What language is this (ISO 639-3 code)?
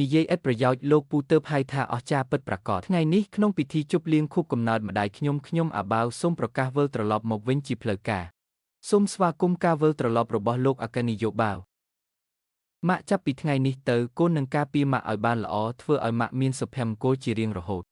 khm